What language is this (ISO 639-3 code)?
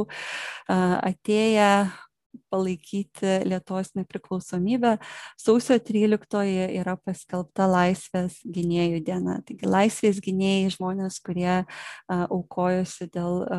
lit